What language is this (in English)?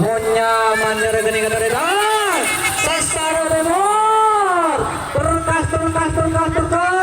Madurese